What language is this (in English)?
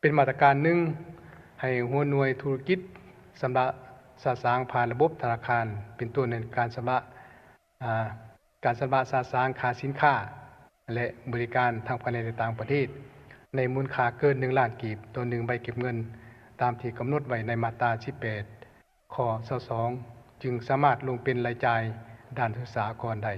Lao